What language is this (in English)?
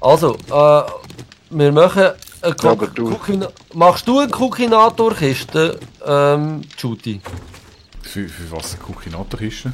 Swiss German